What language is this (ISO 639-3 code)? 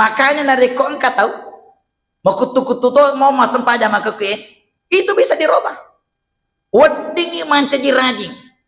bug